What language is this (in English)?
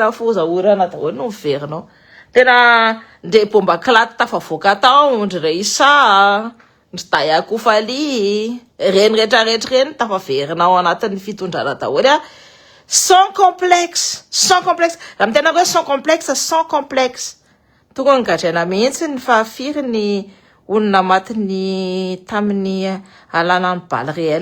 Malagasy